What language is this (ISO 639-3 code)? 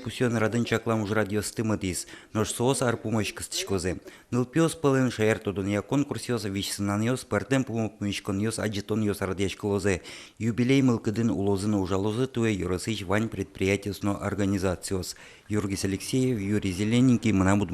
udm